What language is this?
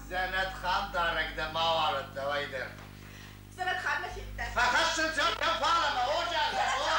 Ossetic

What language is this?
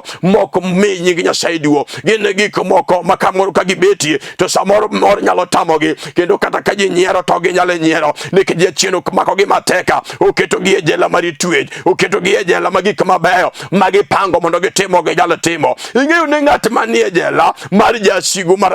Luo (Kenya and Tanzania)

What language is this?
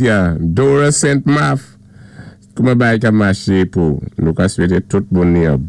Saint Lucian Creole French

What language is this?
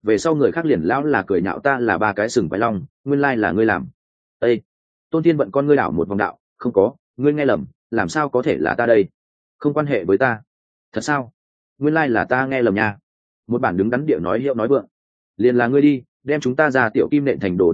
Vietnamese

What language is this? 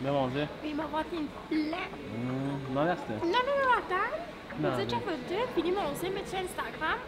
Morisyen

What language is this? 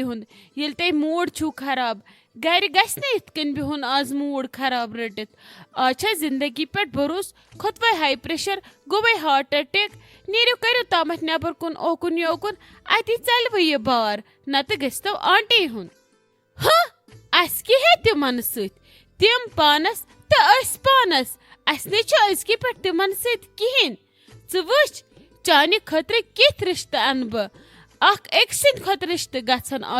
Kashmiri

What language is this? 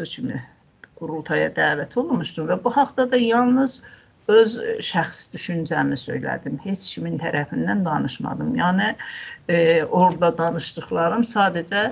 South Azerbaijani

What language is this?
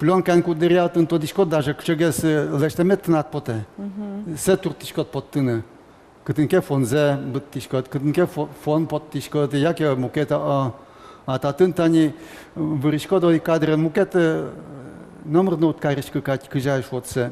Udmurt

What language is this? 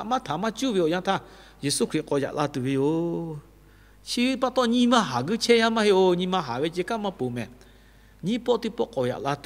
Lahu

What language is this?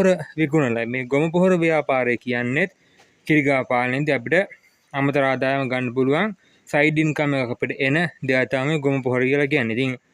Sinhala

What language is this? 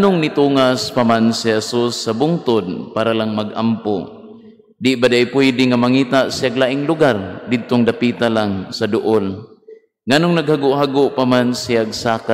Cebuano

